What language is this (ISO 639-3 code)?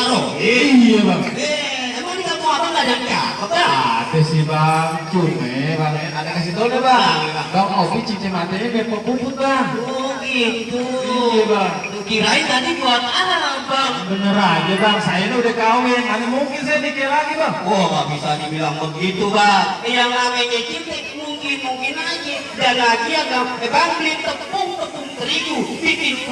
bew